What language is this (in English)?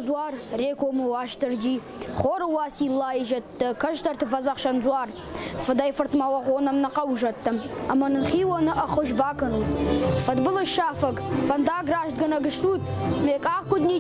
Ossetic